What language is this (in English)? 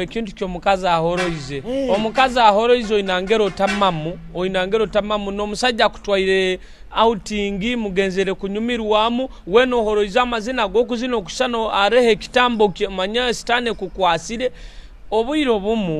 Nyoro